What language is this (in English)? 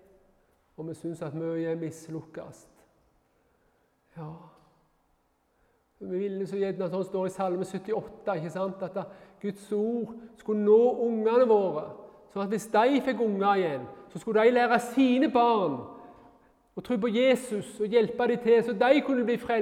Norwegian